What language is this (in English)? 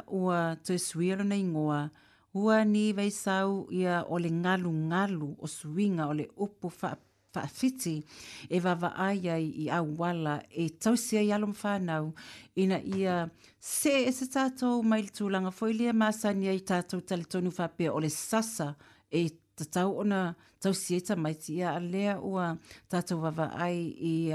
Samoan